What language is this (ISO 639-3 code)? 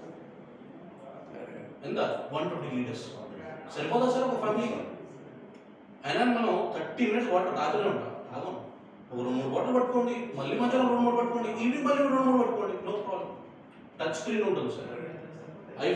tel